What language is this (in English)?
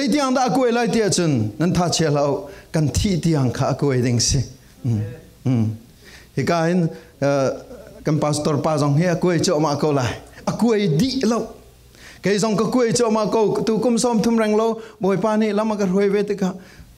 Falam Chin